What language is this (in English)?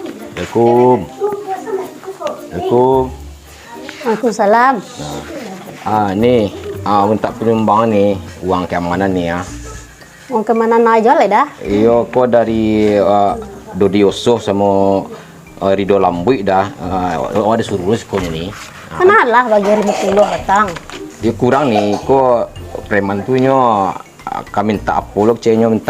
Minangkabau